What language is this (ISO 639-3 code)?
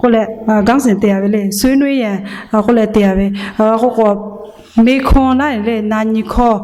lhu